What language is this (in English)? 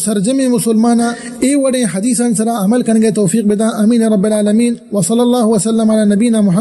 Eastern Balochi